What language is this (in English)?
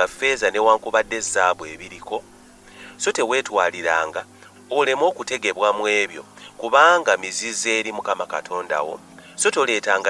Ganda